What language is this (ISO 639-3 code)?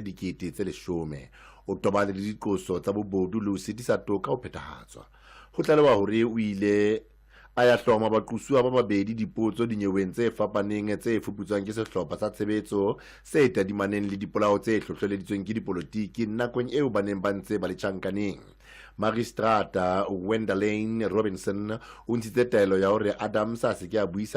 sot